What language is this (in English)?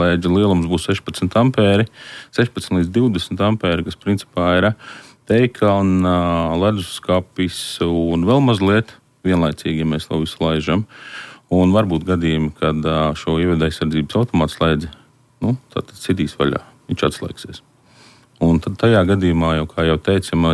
Latvian